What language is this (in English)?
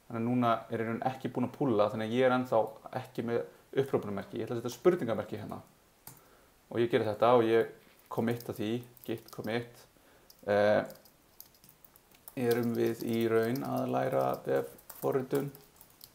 Icelandic